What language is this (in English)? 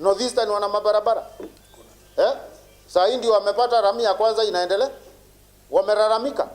Meru